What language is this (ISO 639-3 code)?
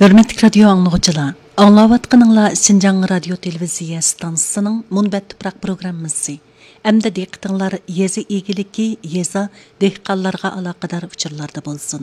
uig